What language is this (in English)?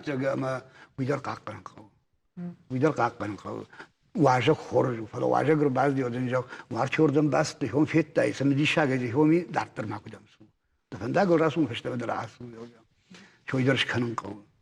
Ossetic